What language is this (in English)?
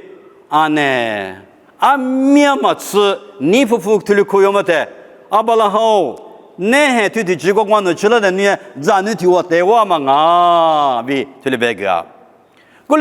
Lisu